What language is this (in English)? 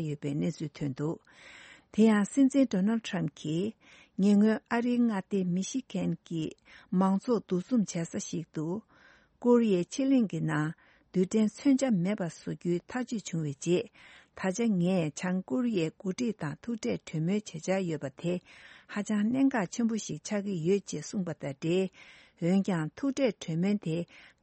Tibetan